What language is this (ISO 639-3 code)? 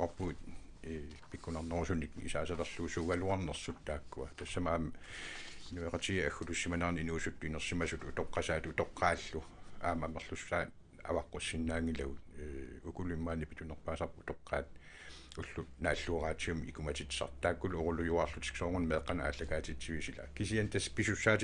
kal